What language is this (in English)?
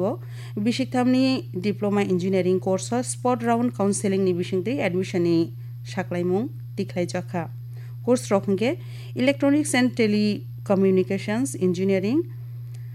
Kok Borok